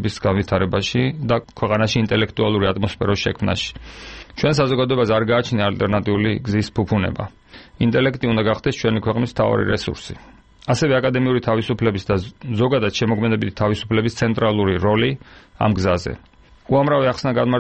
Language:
Georgian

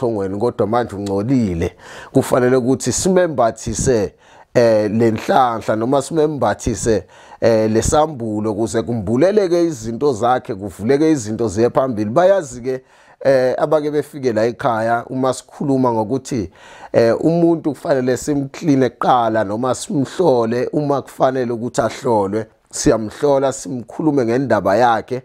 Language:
Zulu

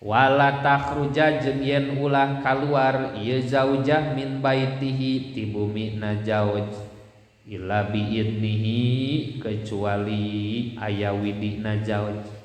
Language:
Sundanese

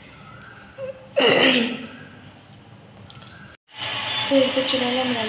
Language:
Bangla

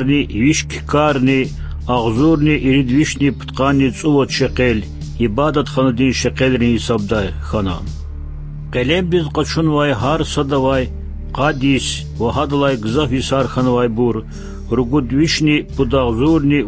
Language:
Lezghian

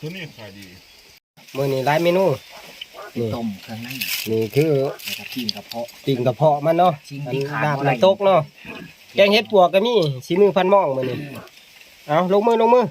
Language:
Northeastern Thai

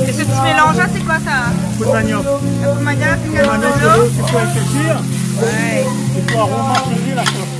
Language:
Réunion Creole French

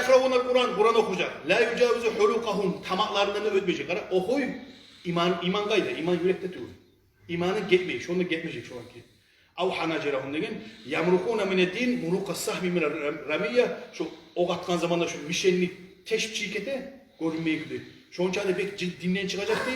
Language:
Kumyk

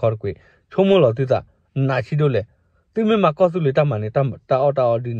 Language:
S'gaw Karen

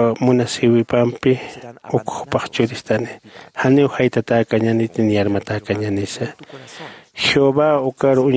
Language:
Aymara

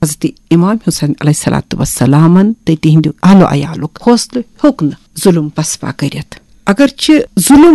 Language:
Kashmiri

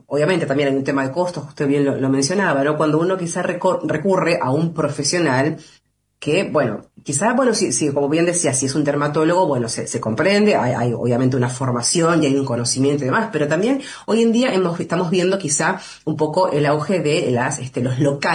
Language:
Spanish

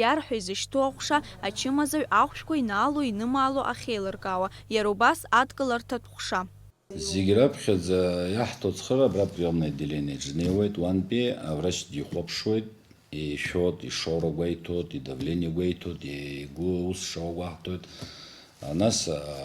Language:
Abkhazian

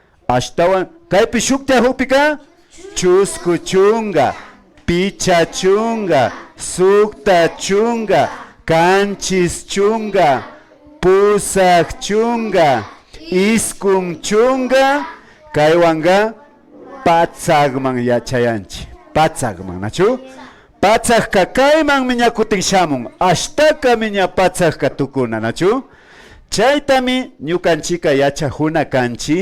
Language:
Imbabura Highland Quichua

